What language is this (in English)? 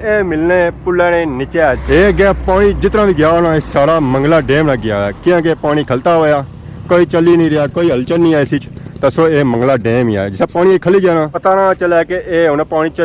Pahari-Potwari